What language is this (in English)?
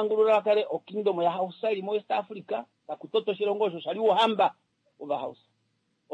Kuanyama